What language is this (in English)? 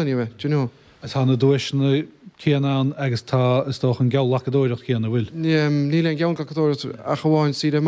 Irish